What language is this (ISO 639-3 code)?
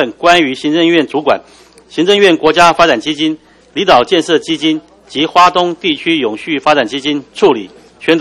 zho